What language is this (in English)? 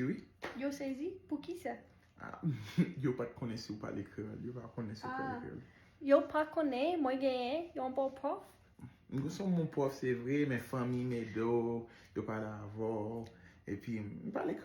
Haitian Creole